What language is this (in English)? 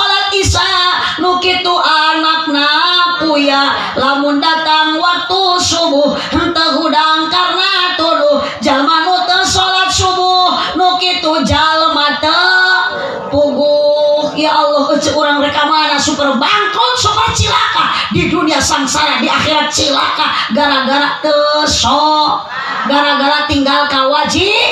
Sundanese